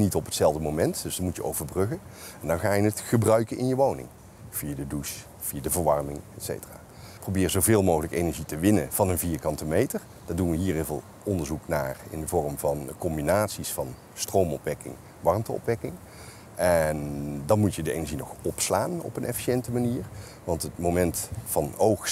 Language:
Dutch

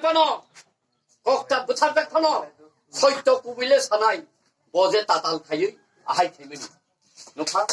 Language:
Kok Borok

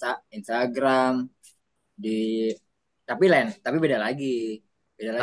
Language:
Indonesian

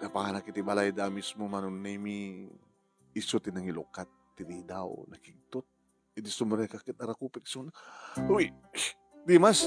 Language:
Iloko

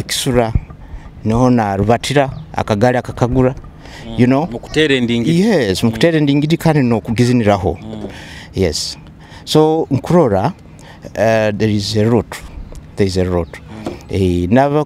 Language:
Nyoro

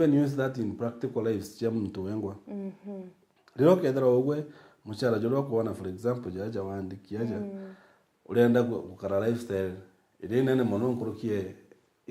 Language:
Meru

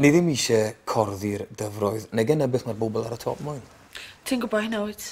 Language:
Welsh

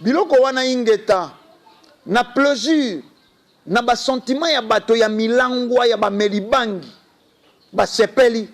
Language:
Lingala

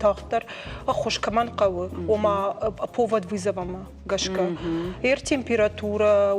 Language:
Ossetic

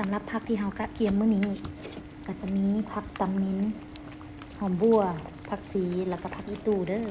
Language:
Lao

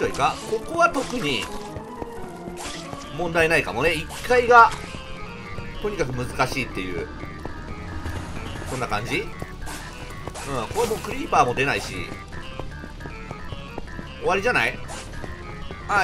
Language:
Japanese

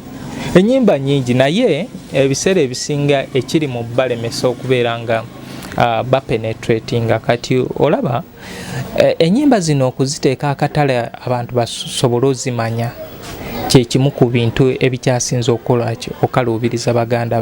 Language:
Ganda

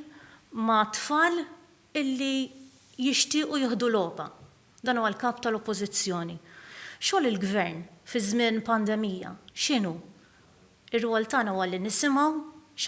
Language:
Maltese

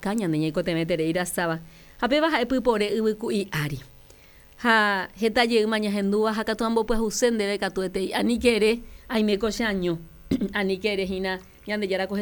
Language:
Guarani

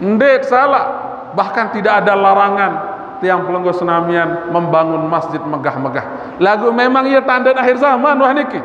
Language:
Sasak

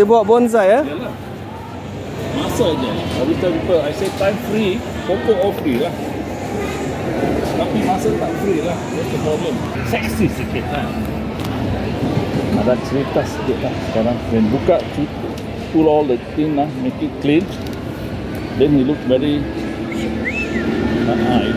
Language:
Malay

